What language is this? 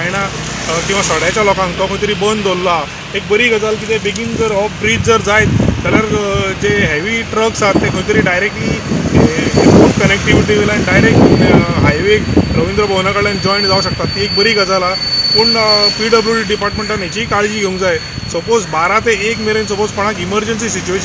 Konkani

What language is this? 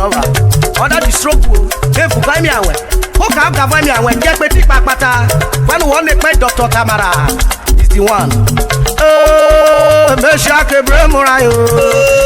Urhobo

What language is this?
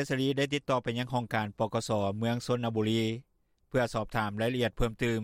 Lao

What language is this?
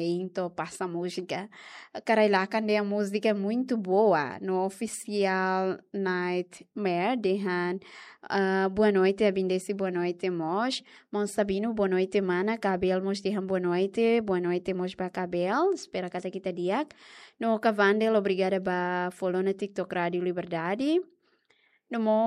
Tetum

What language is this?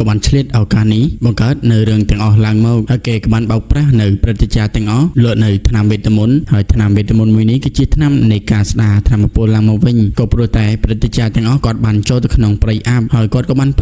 Khmer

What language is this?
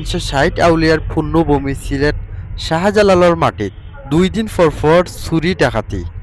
Sylheti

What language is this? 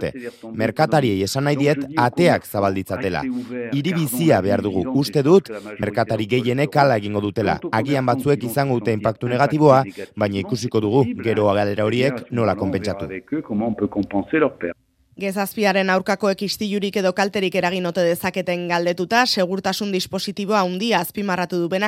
Basque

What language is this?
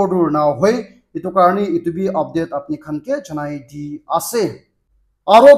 Naga Pidgin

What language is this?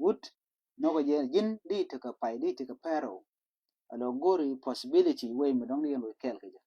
Nuer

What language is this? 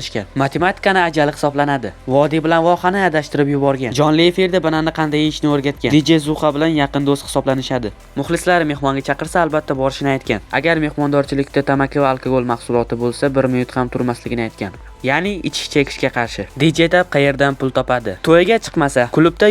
Uzbek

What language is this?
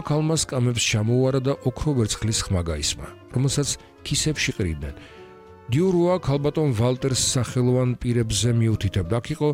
Georgian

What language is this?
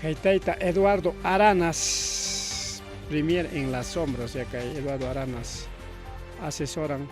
Ayacucho Quechua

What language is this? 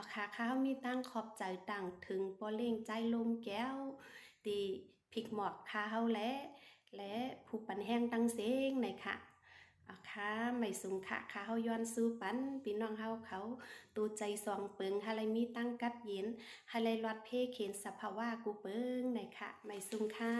Shan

